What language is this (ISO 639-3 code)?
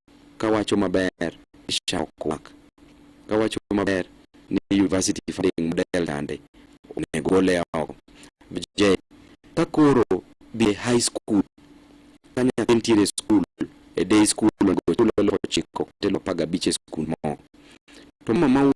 luo